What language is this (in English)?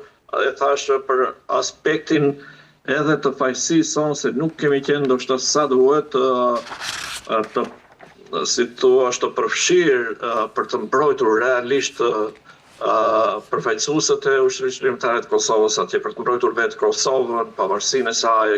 Albanian